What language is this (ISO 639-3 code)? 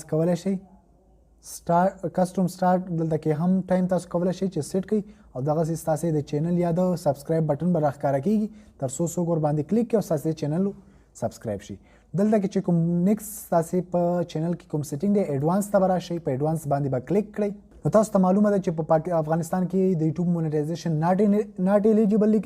pus